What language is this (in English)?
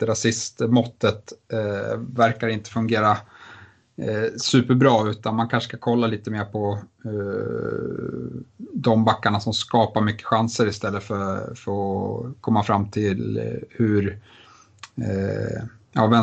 Swedish